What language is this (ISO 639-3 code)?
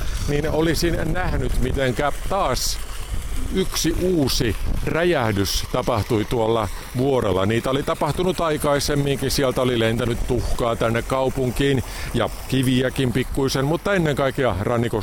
fin